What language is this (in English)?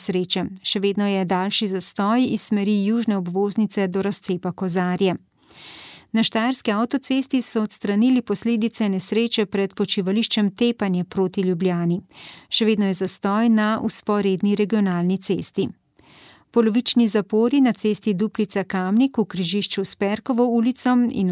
Slovenian